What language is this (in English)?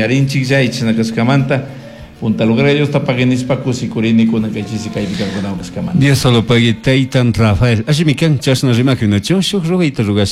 Chimborazo Highland Quichua